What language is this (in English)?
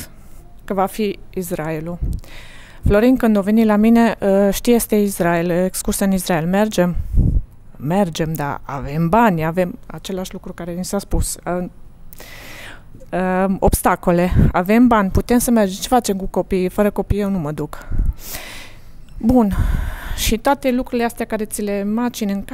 Romanian